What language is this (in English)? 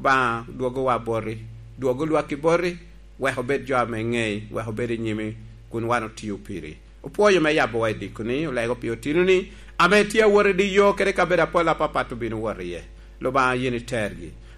Lango (Uganda)